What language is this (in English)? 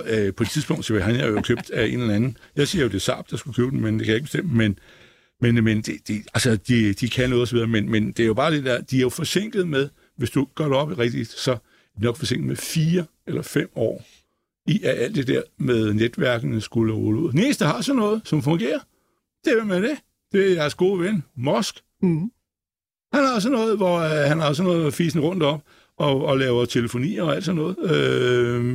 Danish